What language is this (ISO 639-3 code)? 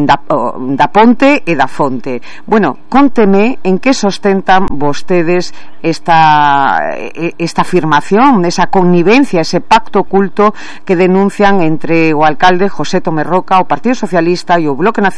glg